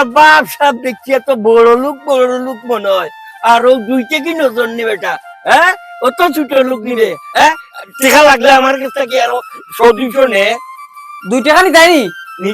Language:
Sylheti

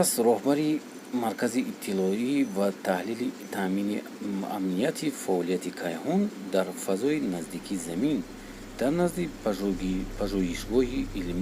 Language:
Tajik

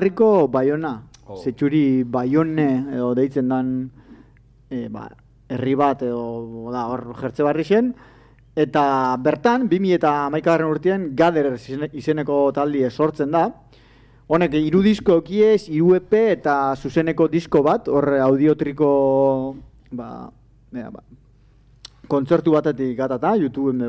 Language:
Basque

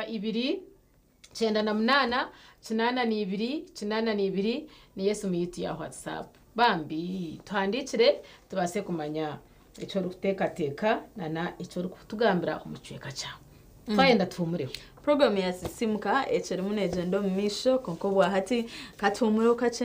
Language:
Nyankole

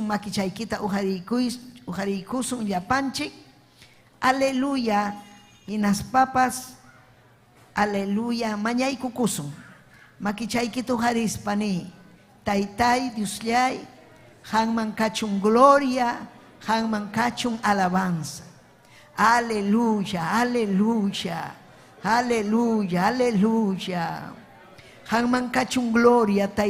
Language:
Ayacucho Quechua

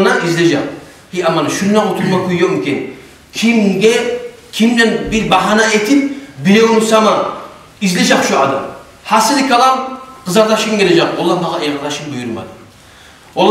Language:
Kumyk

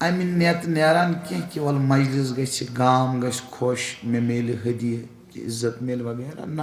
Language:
Kashmiri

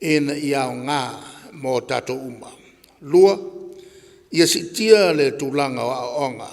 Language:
Samoan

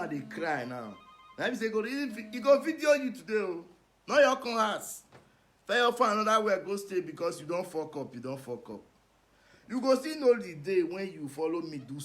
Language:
Nigerian Pidgin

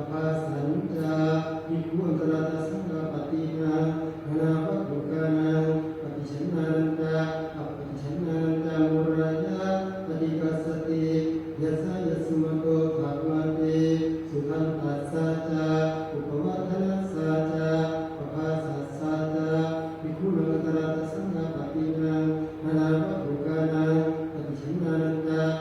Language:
Pali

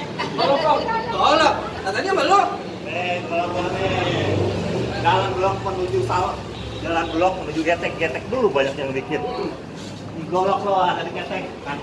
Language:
Betawi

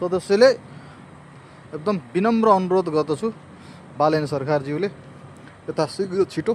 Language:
Nepali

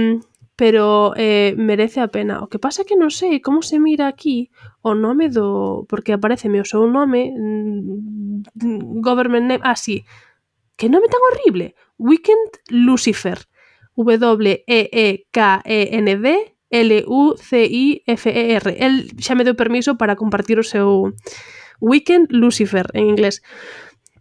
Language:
Galician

